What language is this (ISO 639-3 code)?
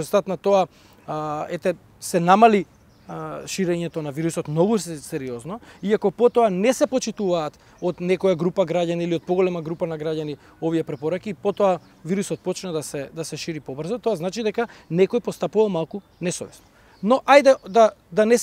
mkd